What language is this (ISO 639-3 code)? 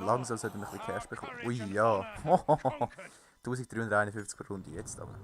gsw